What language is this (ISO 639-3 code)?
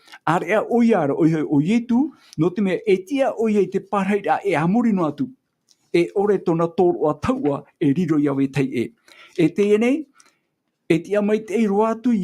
tah